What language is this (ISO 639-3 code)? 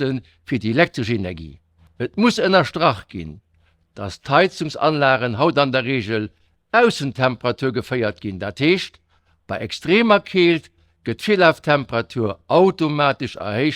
ltz